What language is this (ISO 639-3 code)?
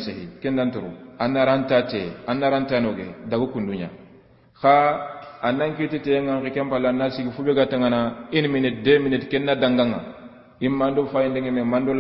snk